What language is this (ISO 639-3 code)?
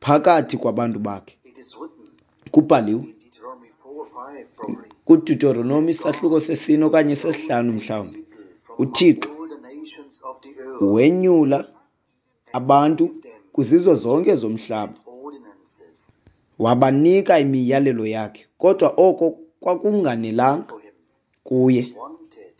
xho